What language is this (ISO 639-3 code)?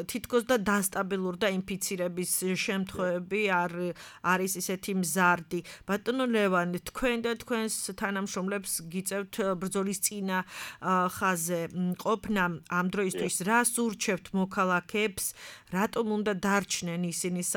kat